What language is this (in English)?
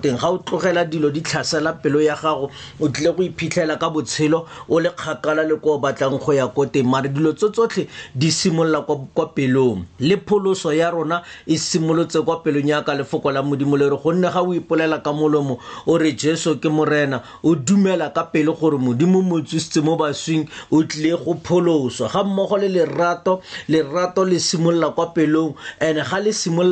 Tswana